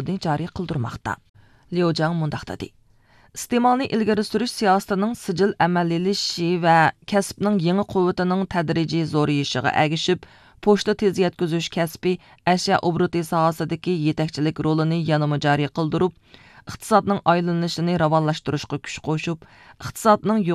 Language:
Uyghur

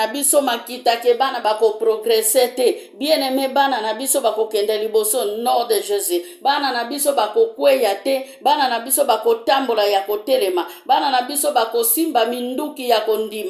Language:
Lingala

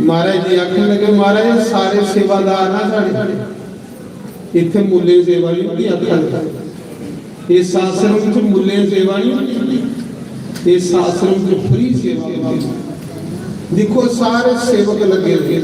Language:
Dogri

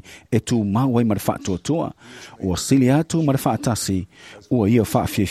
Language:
Samoan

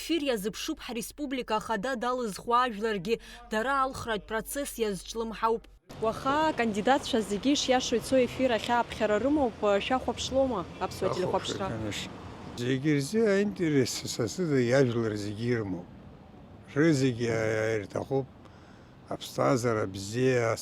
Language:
Abkhazian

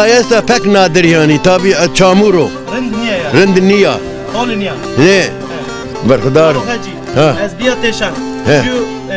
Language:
Zaza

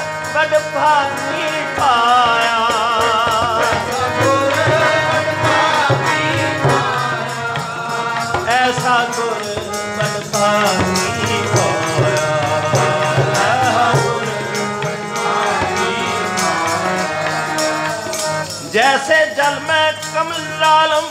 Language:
Punjabi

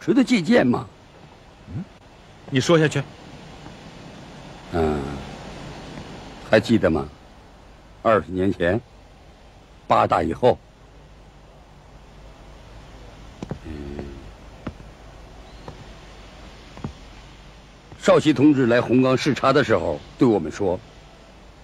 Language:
Chinese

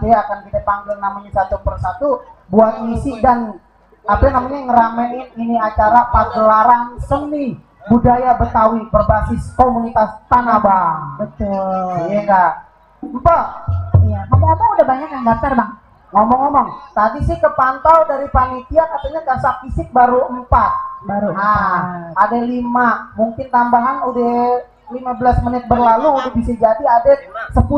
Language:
Betawi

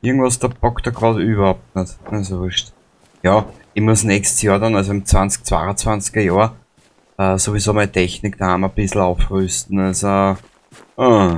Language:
Bavarian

